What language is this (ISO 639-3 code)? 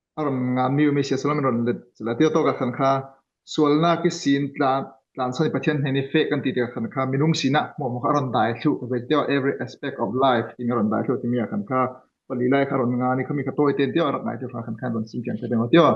cfm